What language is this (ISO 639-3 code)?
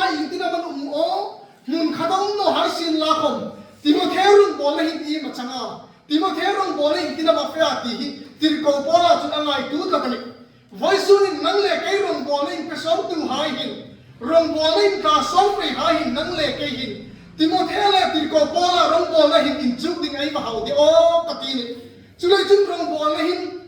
hmr